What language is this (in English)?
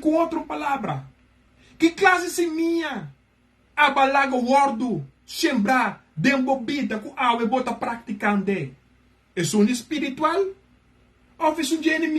Papiamento